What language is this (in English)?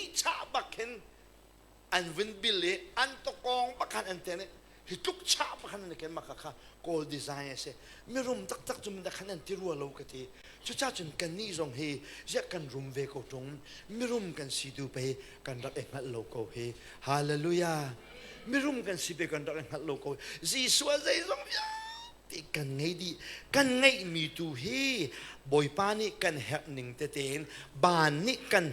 Hakha Chin